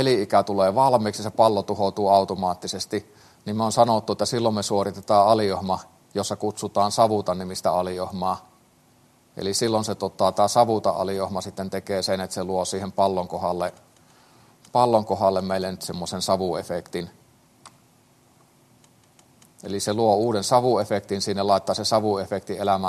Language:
Finnish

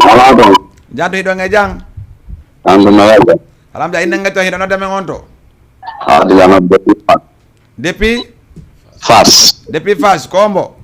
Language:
Fula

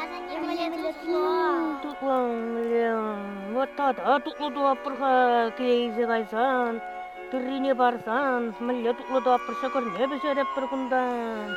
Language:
Chuvash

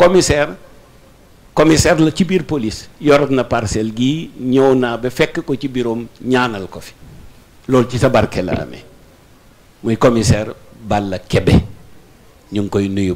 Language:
Wolof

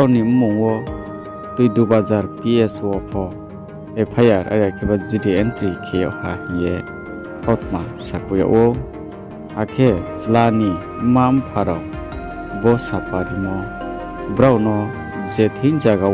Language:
Riang (India)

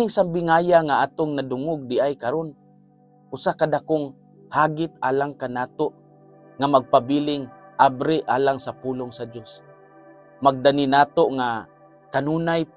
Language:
Cebuano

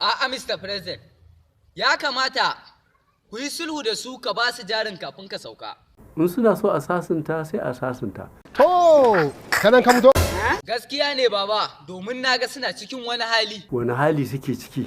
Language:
Hausa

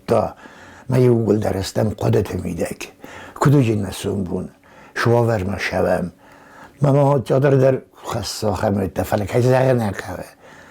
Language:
Ossetic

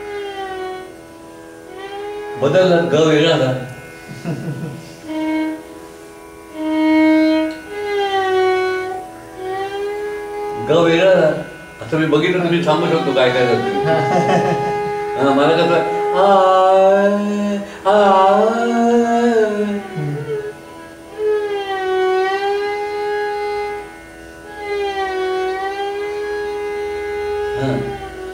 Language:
Marathi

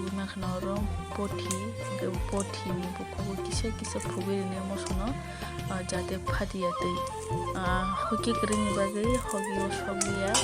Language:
Kok Borok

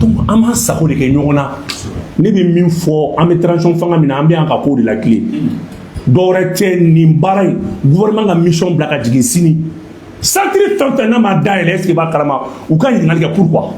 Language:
Bambara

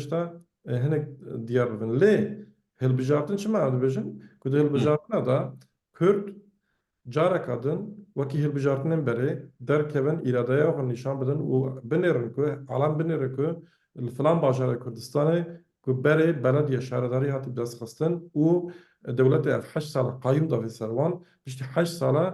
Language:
Kurdish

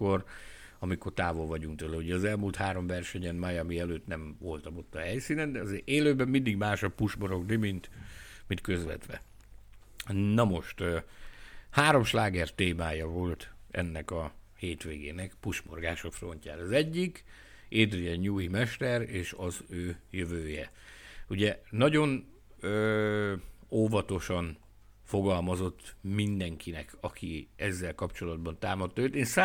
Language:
Hungarian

